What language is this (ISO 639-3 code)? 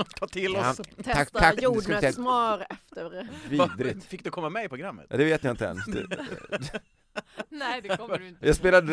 swe